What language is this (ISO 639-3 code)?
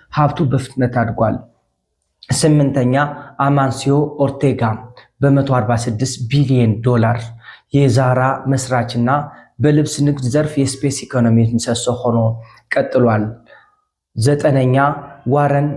amh